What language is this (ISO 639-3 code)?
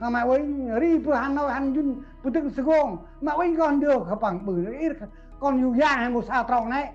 cmo